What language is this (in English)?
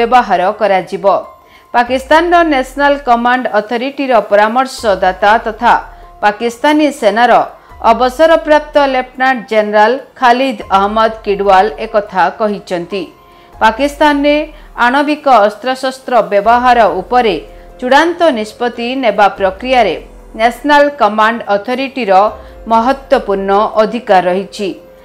Odia